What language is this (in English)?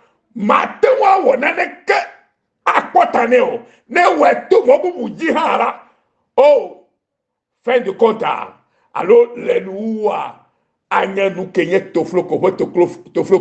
Ewe